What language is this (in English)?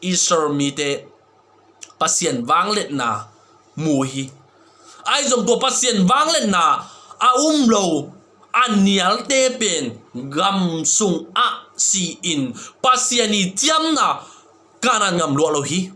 Tedim Chin